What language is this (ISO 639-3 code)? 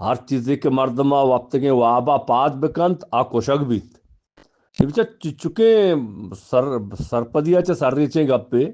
bgp